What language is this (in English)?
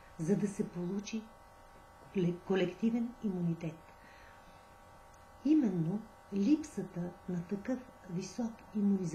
Bulgarian